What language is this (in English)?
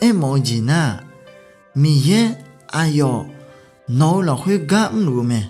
Akha